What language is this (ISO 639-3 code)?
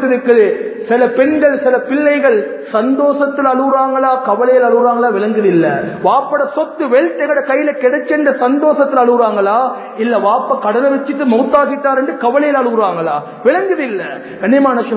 tam